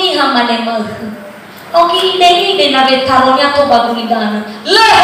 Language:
Nias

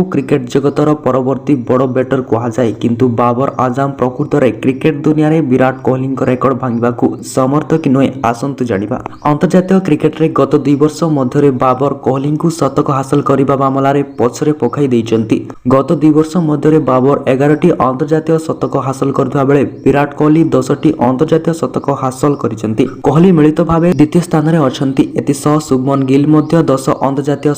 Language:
Odia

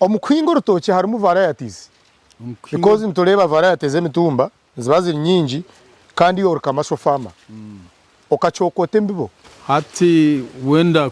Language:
Nyankole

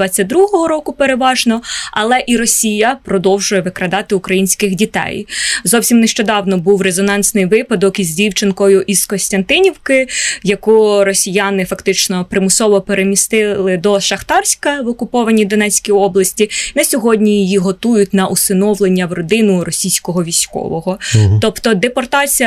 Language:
Ukrainian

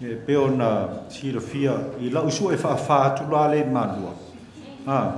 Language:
Samoan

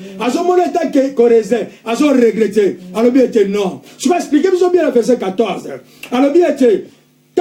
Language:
Lingala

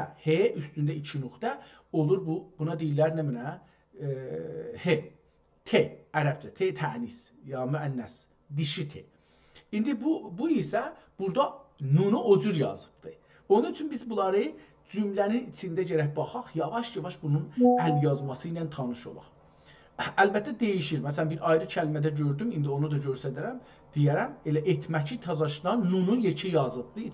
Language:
South Azerbaijani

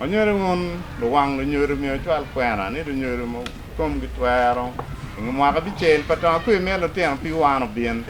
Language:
Acoli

